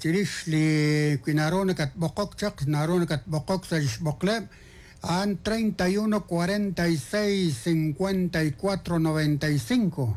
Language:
Kekchí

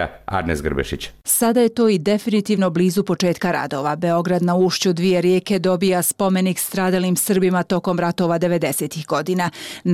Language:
Bosnian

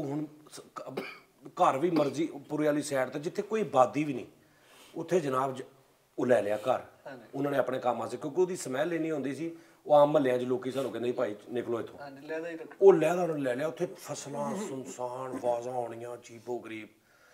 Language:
Punjabi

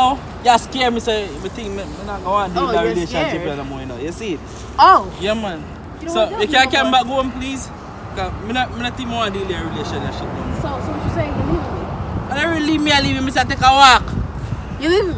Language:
Jamaican Creole English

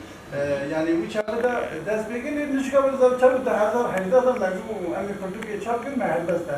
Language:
Kurdish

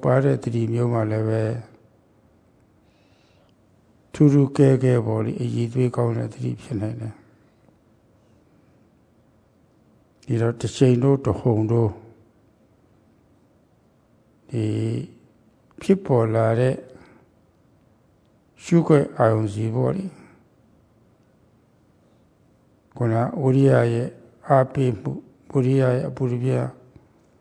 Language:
Burmese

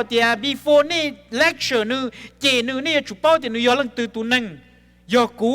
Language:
Hmong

